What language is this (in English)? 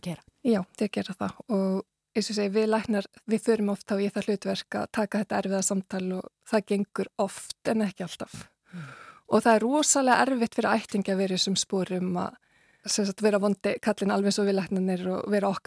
Icelandic